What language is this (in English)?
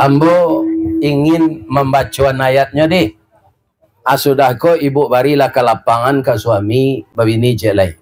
Minangkabau